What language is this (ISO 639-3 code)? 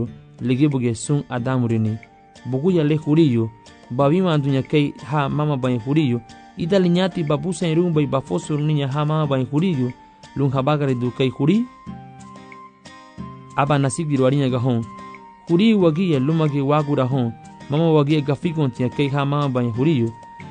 cab